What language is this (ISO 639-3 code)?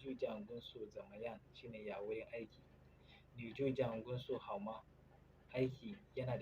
hau